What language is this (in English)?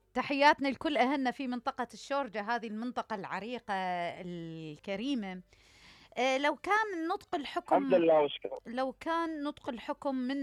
Mesopotamian Arabic